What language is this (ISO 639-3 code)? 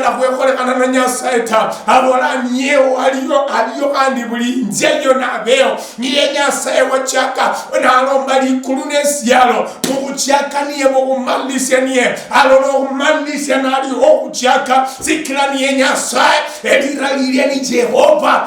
luy